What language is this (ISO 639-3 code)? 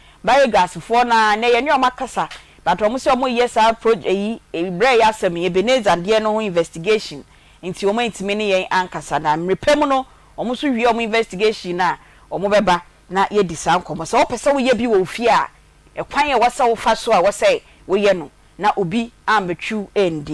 aka